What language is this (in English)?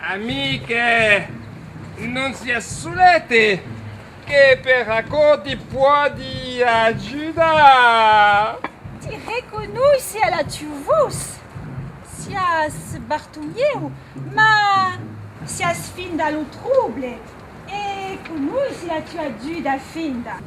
Occitan